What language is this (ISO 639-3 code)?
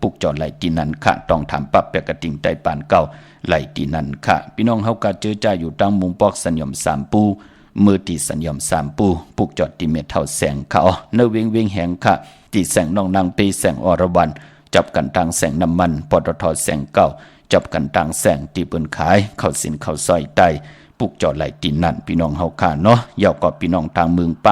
shn